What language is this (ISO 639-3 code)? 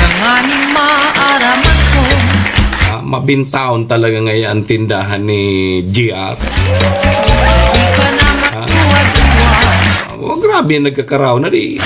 bik